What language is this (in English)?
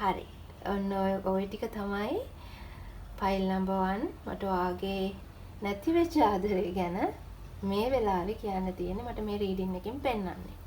Sinhala